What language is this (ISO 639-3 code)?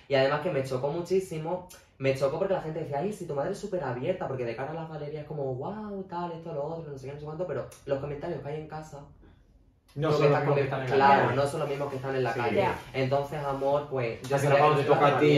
spa